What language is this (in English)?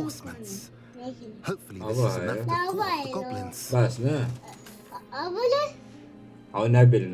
Kurdish